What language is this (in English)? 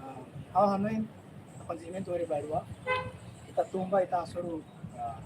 Tetum